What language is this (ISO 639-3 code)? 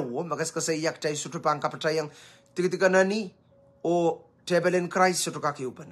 pon